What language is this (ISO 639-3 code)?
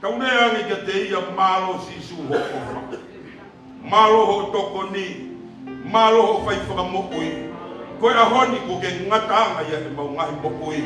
ton